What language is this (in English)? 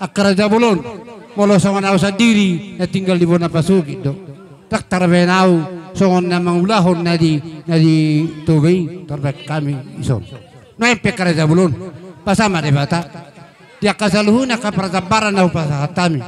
Batak Toba